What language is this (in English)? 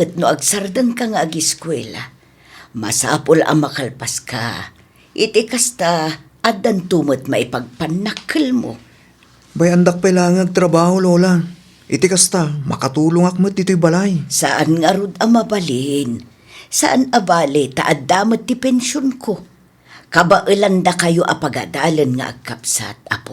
Iloko